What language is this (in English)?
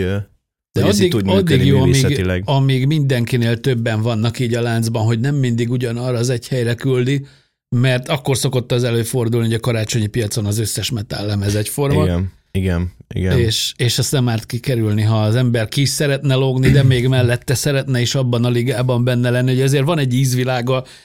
Hungarian